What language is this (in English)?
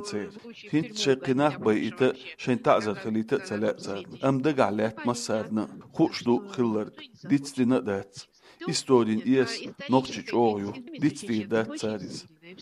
Chechen